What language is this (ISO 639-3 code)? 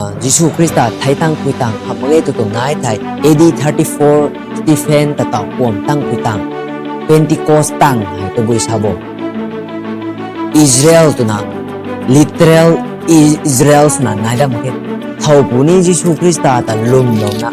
nbu